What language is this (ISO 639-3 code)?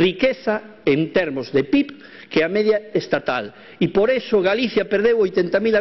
glg